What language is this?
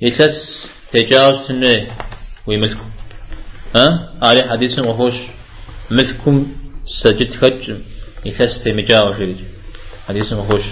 Kabardian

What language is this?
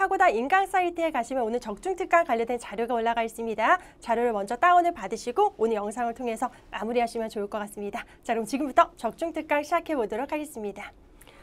Korean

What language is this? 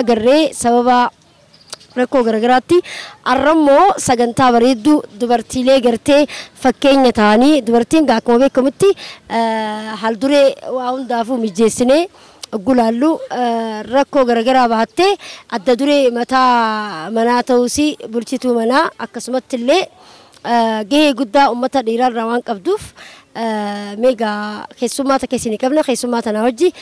Oromo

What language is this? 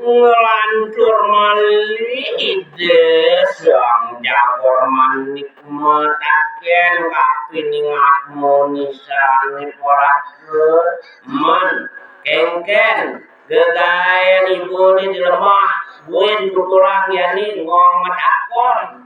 Balinese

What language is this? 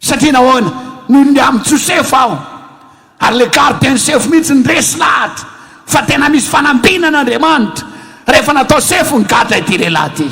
Malagasy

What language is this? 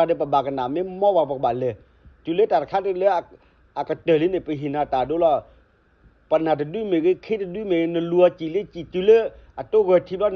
S'gaw Karen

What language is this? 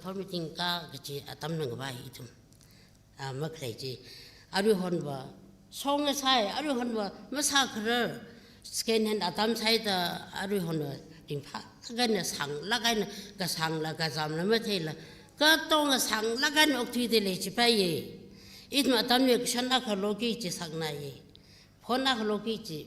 Tangkhul Naga (India)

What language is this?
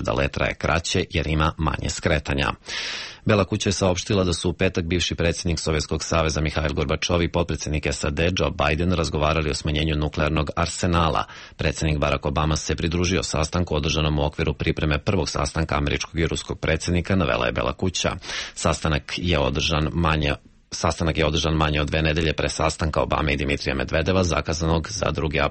Serbian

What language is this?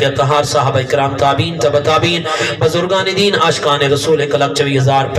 Saraiki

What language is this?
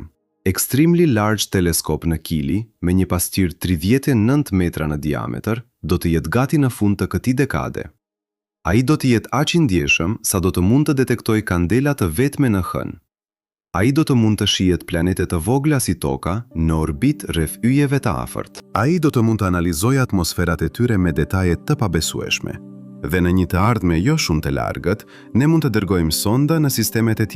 Albanian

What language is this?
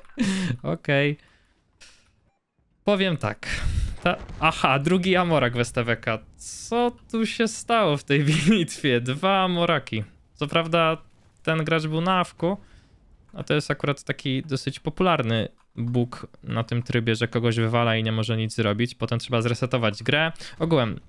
Polish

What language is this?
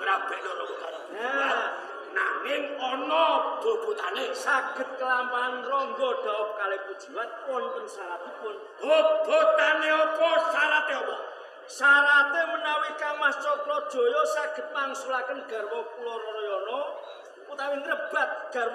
Javanese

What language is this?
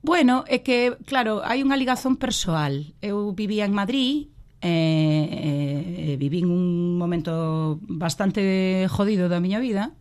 Galician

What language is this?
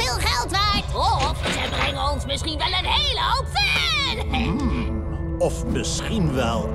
Dutch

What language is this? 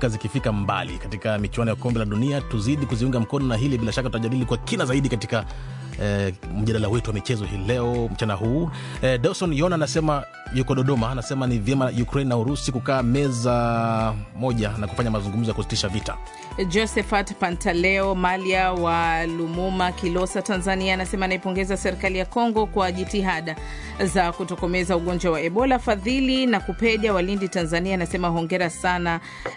Swahili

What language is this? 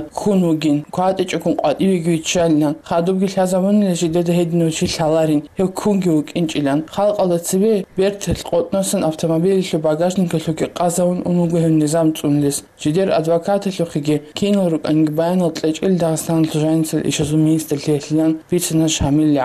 Avaric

